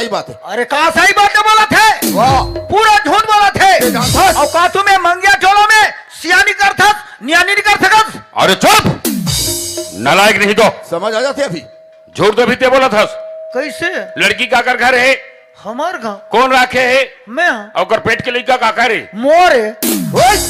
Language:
Chhattisgarhi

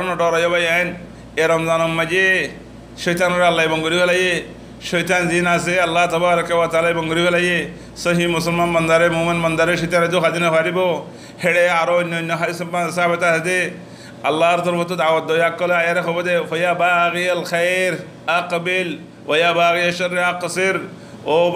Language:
Rohingya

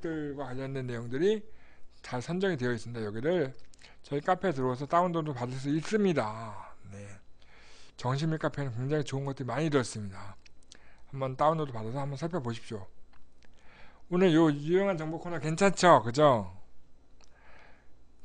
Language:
Korean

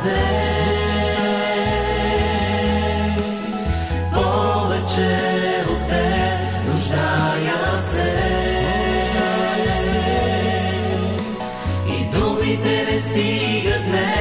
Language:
Bulgarian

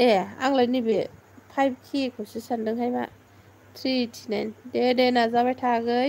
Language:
Bodo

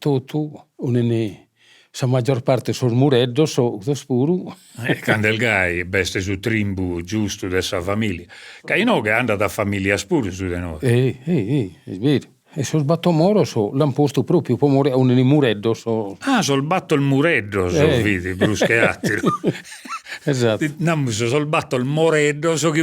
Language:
Sardinian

